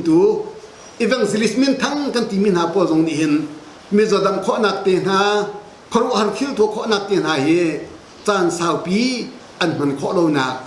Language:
Hakha Chin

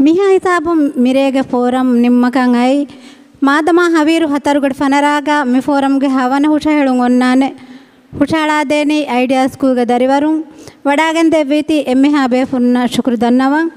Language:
Divehi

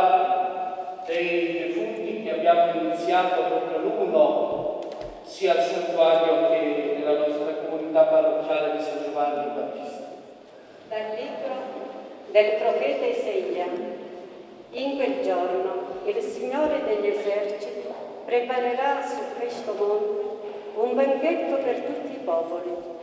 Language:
Italian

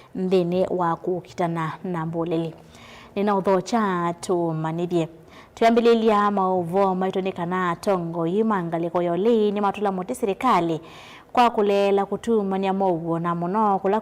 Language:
Kamba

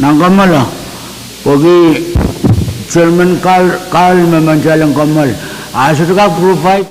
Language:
Pohnpeian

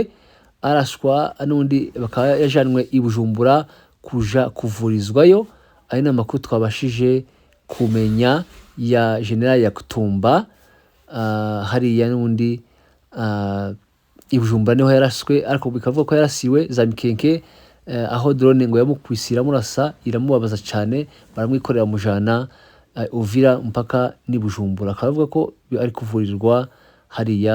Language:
Kinyarwanda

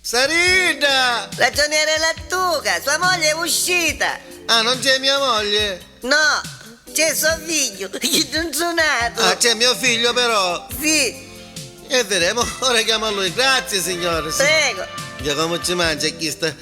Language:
Neapolitan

